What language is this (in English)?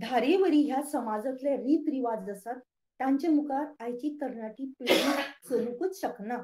Konkani